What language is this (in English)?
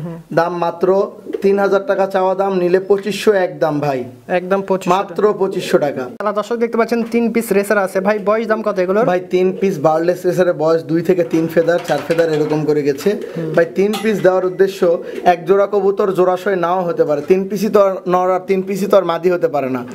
Bangla